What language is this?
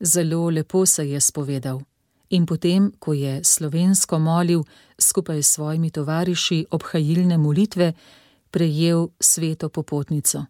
Slovenian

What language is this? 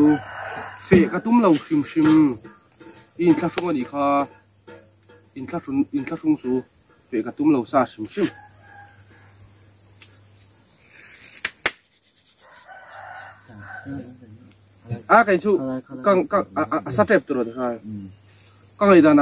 Vietnamese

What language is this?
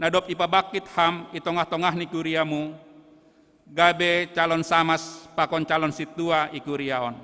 Batak Simalungun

